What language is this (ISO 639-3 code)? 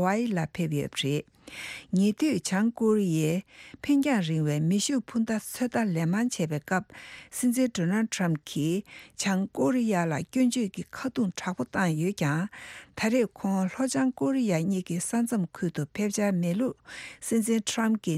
bod